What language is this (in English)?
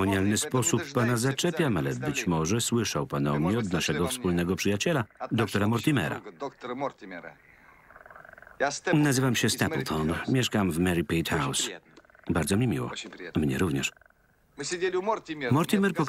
Polish